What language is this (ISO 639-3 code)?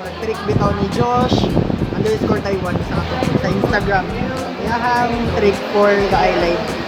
ceb